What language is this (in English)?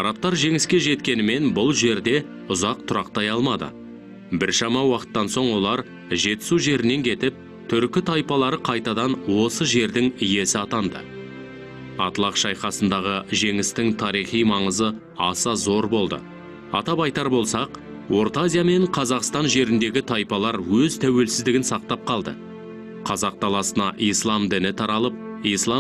Kazakh